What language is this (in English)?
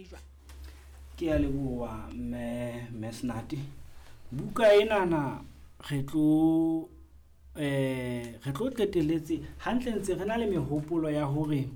Southern Sotho